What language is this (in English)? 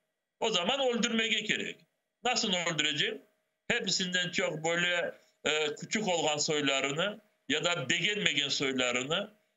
Crimean Tatar